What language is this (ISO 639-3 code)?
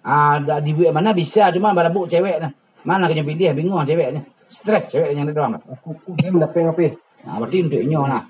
min